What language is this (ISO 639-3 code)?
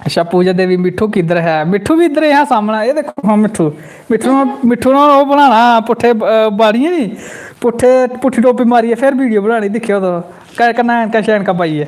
doi